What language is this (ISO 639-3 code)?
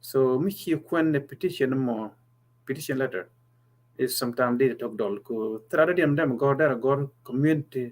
nus